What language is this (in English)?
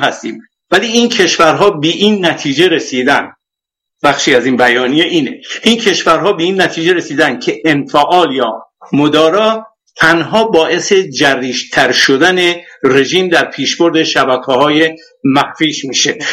Persian